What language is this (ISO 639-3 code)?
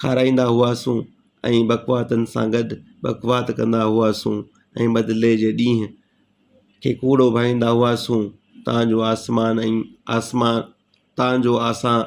snd